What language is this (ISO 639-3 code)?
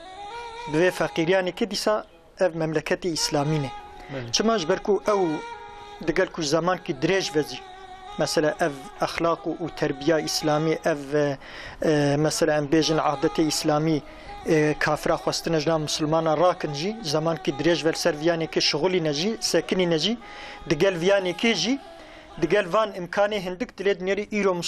kur